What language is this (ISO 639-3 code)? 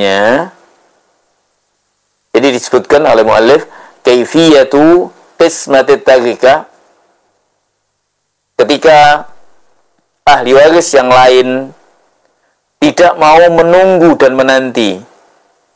ind